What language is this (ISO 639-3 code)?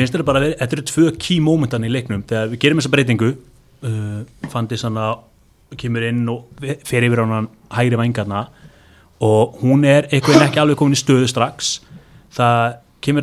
isl